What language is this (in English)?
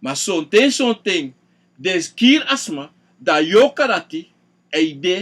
Sranan Tongo